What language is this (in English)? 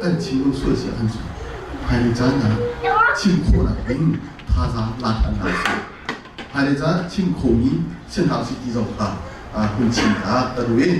Hakha Chin